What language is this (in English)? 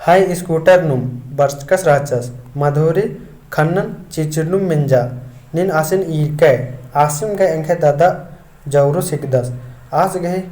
Kurukh